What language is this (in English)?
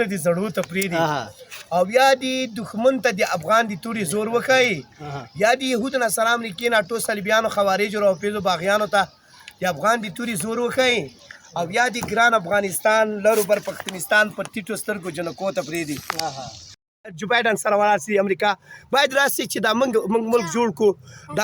Pashto